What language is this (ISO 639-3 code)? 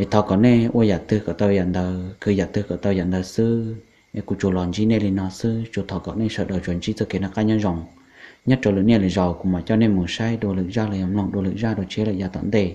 hmn